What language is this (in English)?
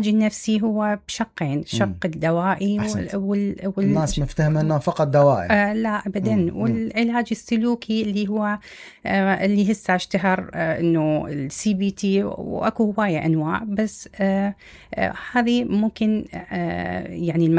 Mesopotamian Arabic